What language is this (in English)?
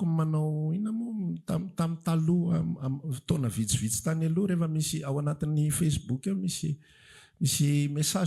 Malagasy